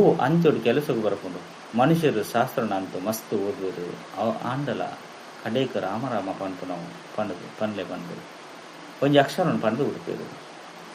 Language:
Tulu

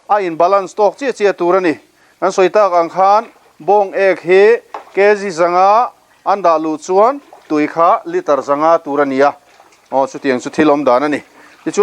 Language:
Mizo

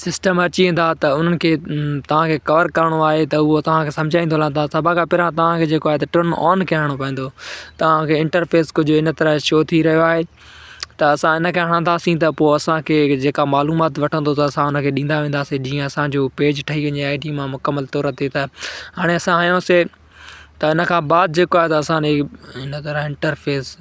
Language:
Sindhi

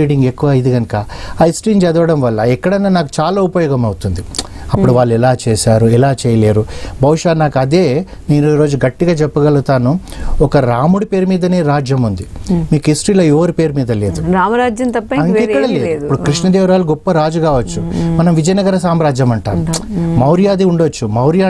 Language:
Telugu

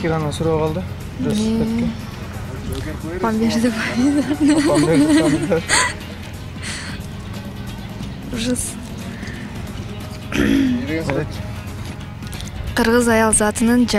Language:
Kyrgyz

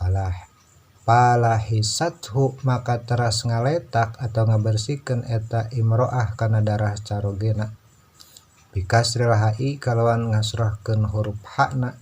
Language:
Sundanese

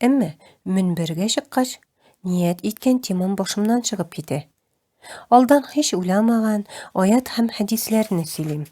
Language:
Tatar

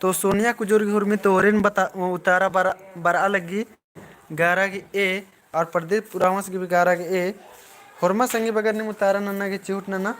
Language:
Kurukh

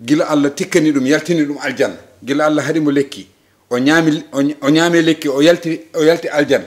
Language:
Fula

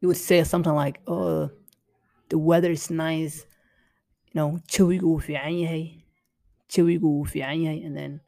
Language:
English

